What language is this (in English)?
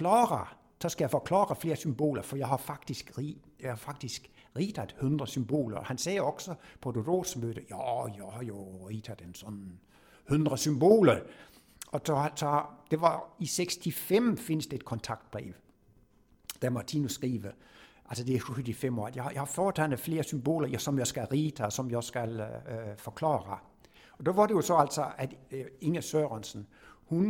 Danish